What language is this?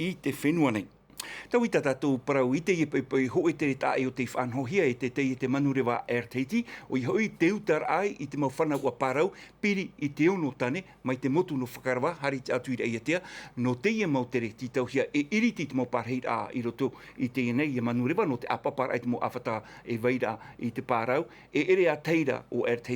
Tahitian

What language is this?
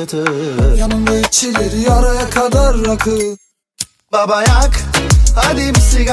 Turkish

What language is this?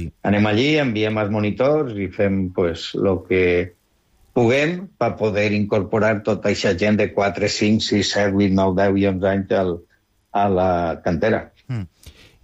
Catalan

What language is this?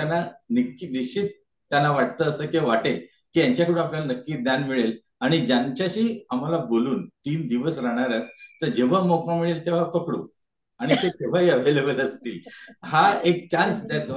Marathi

